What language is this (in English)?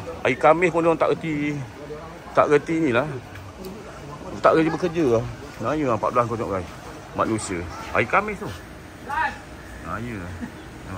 Malay